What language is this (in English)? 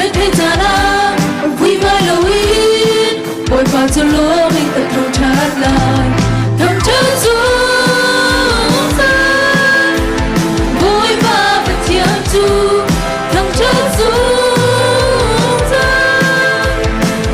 Hakha Chin